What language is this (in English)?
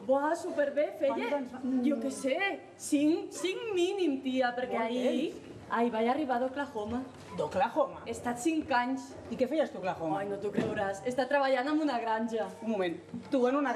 Catalan